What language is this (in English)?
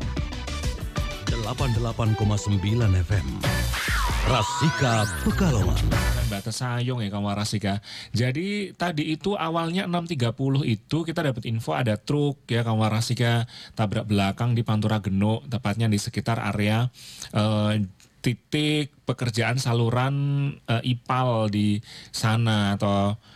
Indonesian